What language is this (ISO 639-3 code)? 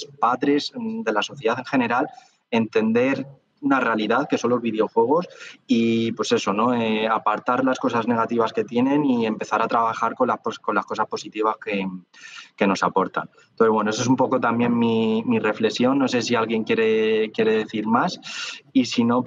spa